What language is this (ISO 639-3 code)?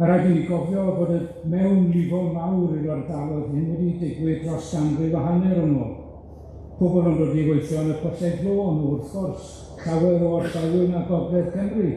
cym